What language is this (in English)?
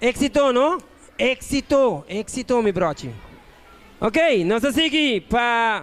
Papiamento